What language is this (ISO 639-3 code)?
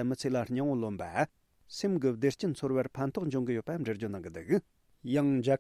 bod